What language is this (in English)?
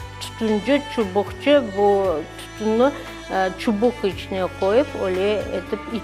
Crimean Tatar